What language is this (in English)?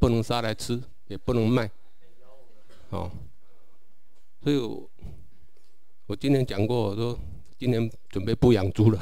Chinese